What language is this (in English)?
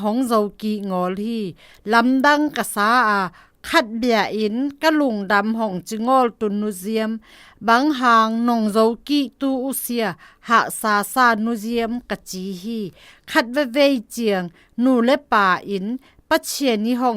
Zou